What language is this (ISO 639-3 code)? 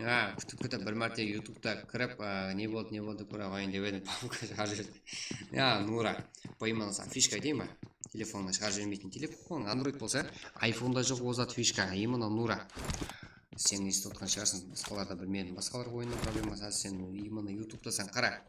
kaa